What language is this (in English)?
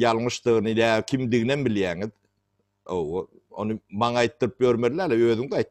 Turkmen